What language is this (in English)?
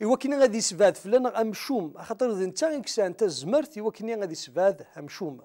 Kabyle